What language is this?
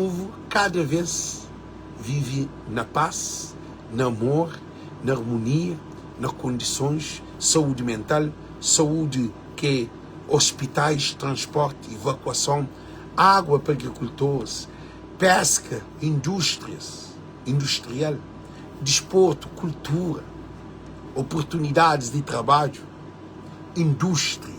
Kabuverdianu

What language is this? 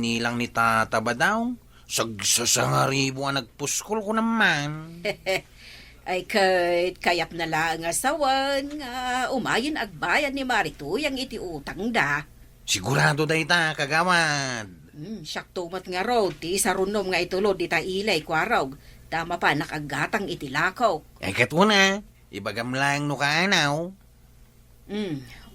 Iloko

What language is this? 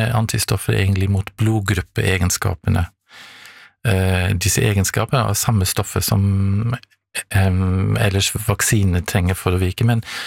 Norwegian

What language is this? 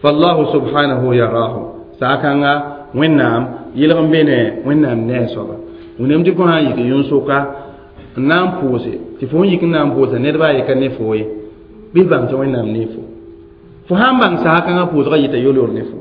Mossi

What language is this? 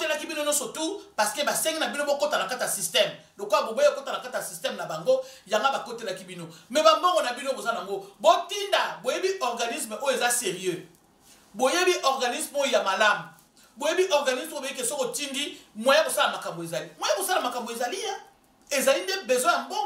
Lingala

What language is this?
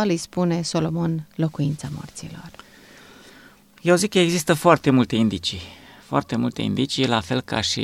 Romanian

